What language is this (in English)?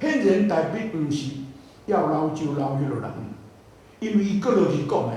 Min Nan Chinese